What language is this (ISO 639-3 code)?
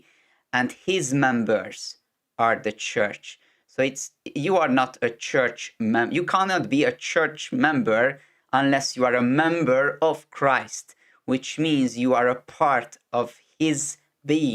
eng